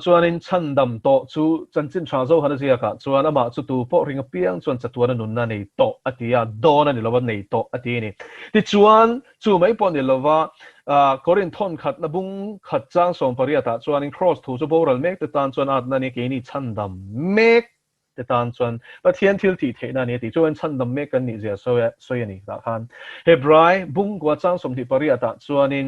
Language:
Mizo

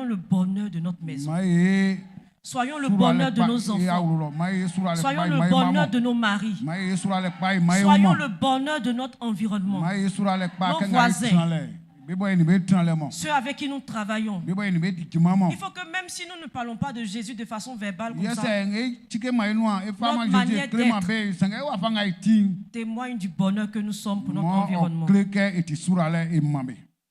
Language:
Baoulé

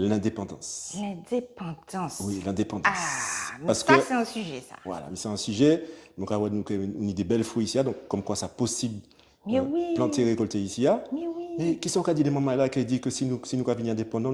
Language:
Guadeloupean Creole French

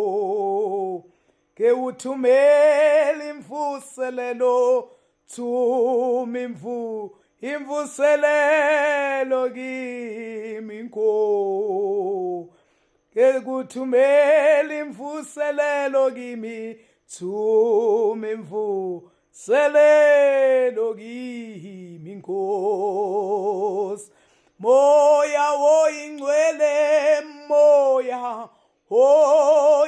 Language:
Zulu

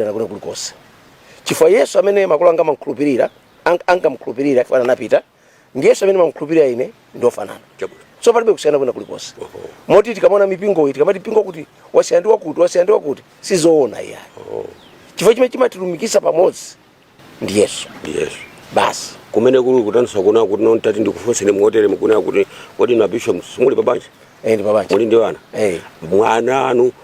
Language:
Nyanja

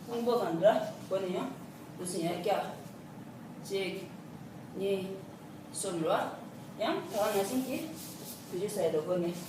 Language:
Tibetan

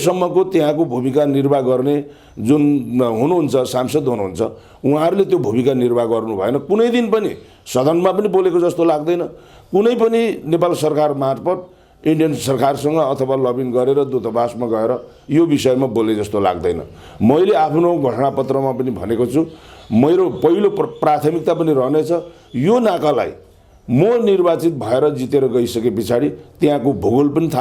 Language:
Nepali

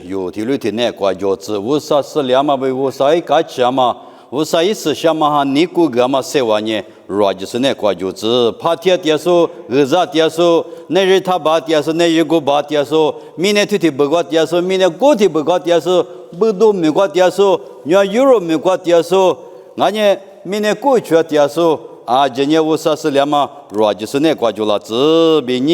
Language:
Lisu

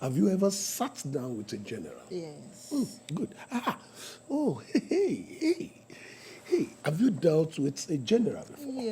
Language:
Yoruba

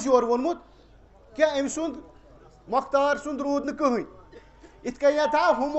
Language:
Kashmiri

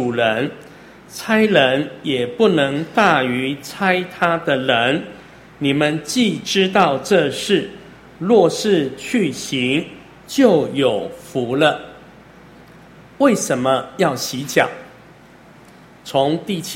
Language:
Chinese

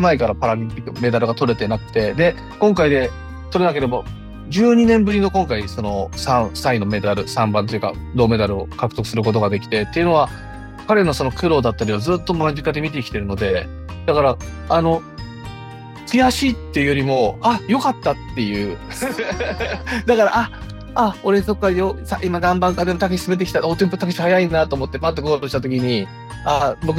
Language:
Japanese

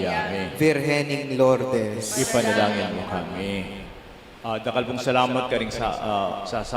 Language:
Pampanga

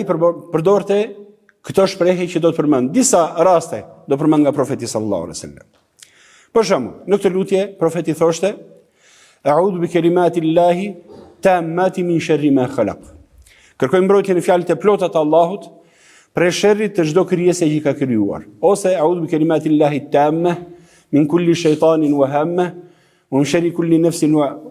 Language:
Albanian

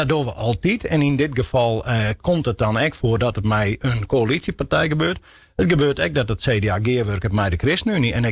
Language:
Western Frisian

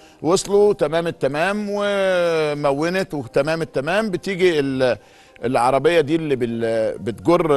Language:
Egyptian Arabic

